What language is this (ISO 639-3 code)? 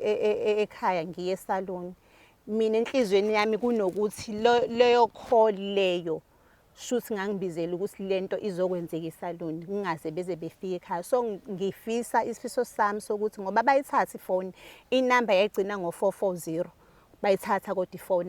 zul